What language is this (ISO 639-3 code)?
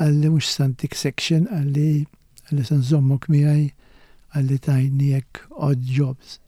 mlt